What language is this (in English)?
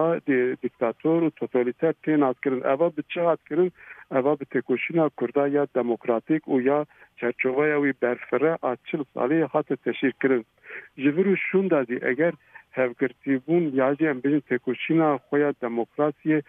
Kurdish